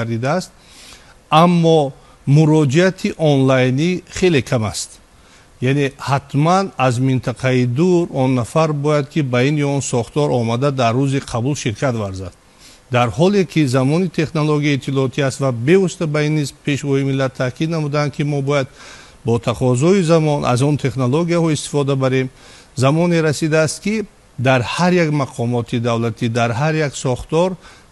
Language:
Tajik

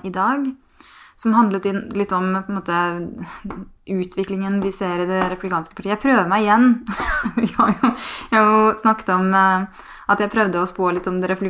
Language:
Norwegian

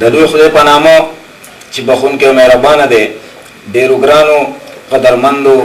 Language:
Pashto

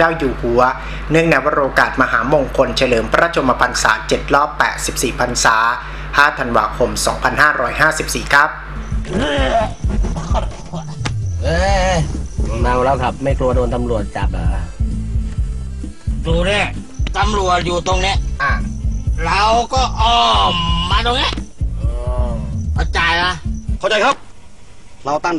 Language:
Thai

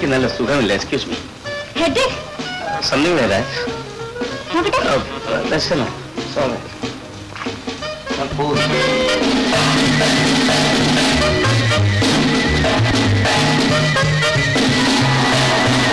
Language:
Malayalam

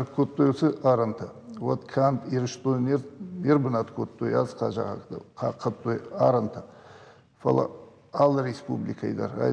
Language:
Ossetic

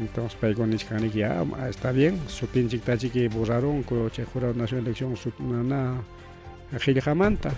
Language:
Ayacucho Quechua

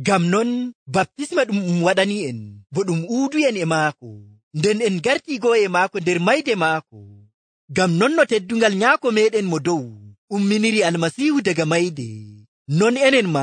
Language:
Nigerian Fulfulde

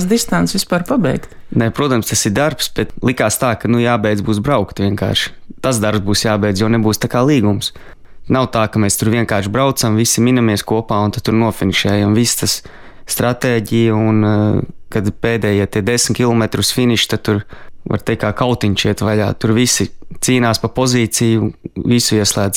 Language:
Latvian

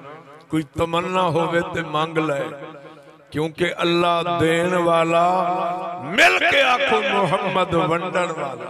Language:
Saraiki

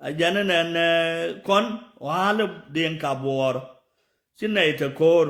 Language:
Nuer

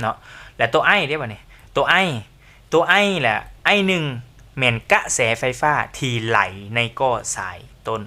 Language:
Lao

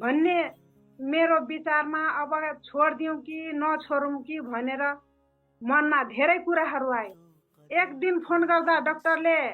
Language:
Nepali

